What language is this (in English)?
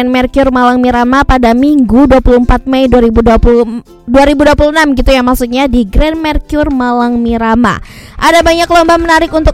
Indonesian